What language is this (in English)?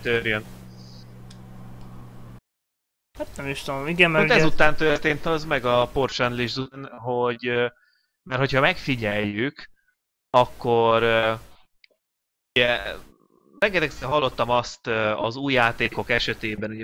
Hungarian